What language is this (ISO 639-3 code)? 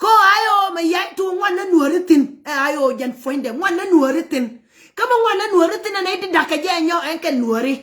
nus